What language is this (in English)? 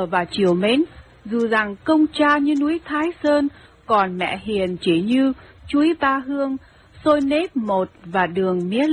Vietnamese